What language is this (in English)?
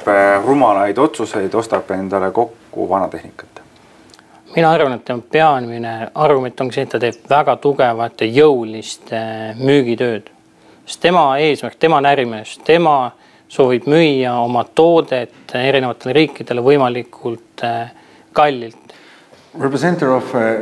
Estonian